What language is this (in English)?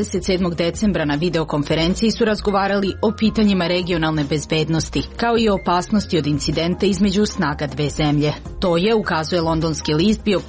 Serbian